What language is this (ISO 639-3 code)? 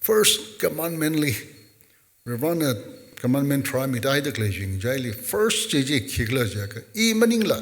nmf